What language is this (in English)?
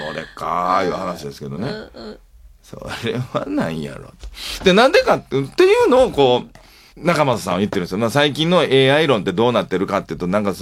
Japanese